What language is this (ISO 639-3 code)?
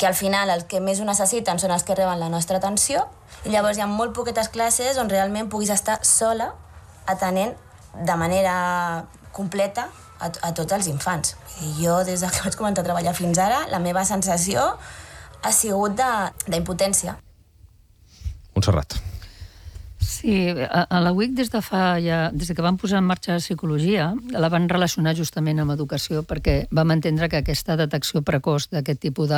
cat